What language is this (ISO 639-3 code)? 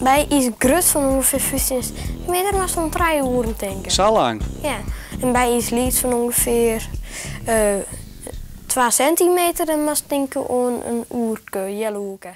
fry